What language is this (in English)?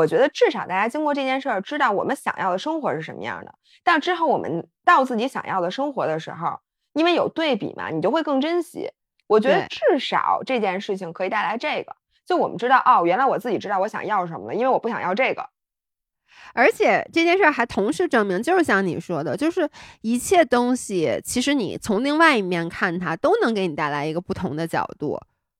Chinese